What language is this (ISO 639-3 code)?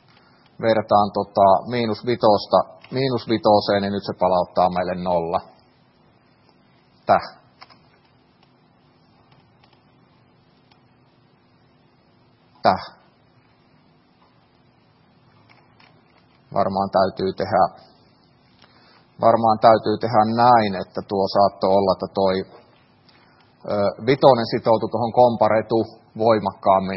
fin